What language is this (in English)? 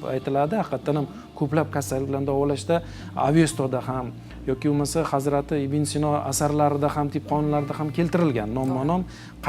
Uzbek